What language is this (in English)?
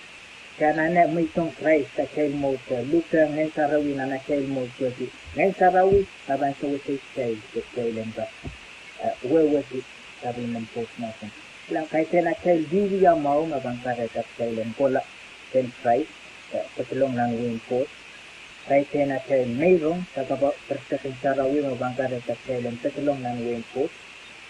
Pohnpeian